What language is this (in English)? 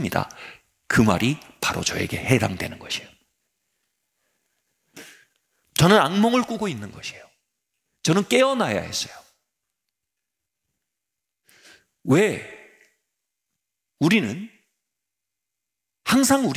Korean